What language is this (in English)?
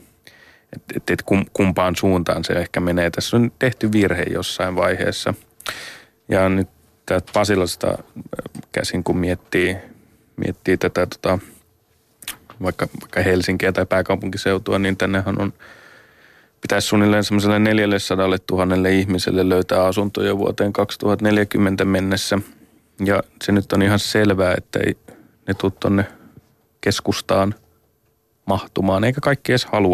Finnish